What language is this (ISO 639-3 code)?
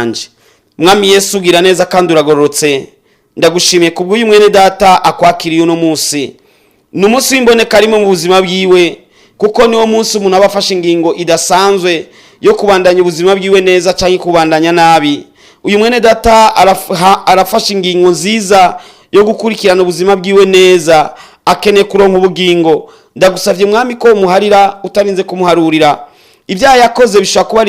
run